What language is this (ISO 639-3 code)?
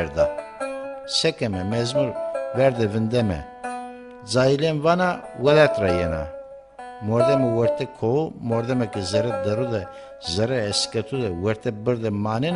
zza